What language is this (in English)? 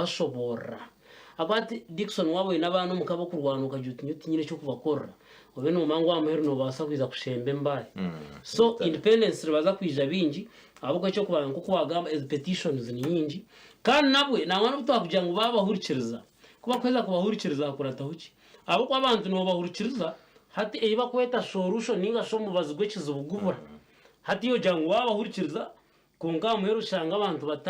Nyankole